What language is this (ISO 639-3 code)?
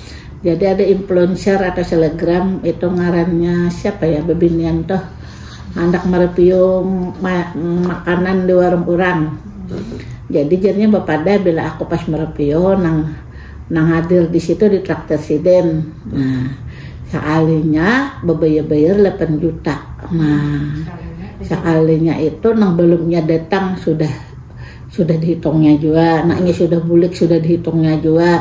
bjn